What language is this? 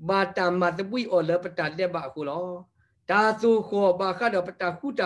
S'gaw Karen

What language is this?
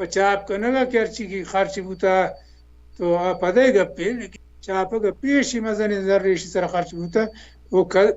Baluchi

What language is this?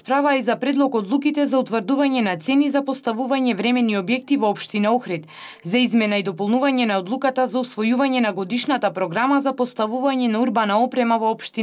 Macedonian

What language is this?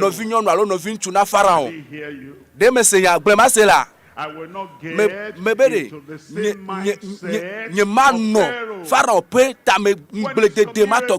Ewe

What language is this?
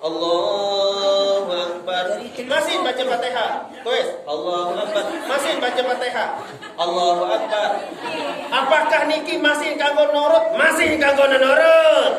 Sasak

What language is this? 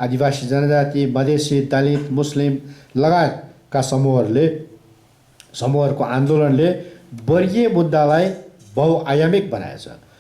Nepali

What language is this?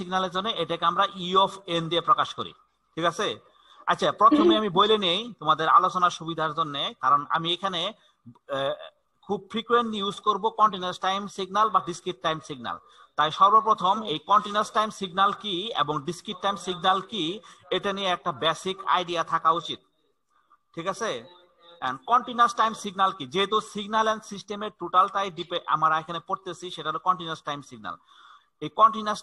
Bangla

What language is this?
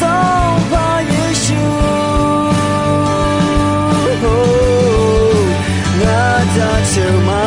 Akha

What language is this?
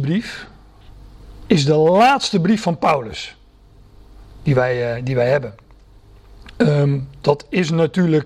Dutch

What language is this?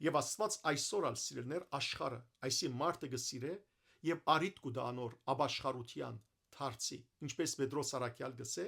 Western Armenian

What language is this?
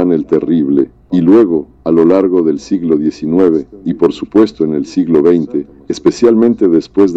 Spanish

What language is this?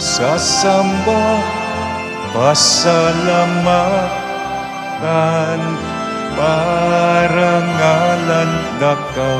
Pampanga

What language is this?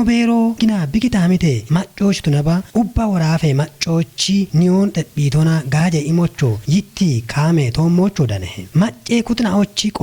Kafa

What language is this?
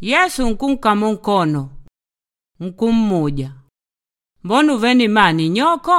Makonde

